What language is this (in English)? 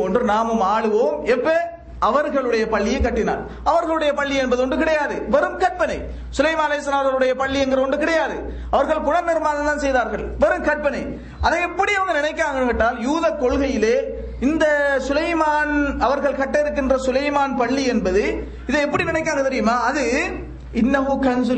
Tamil